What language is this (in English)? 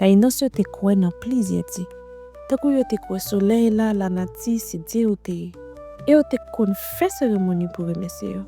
Haitian Creole